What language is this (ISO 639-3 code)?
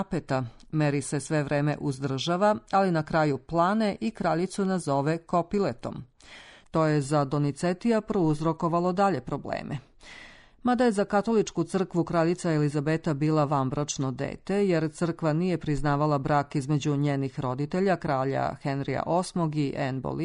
srp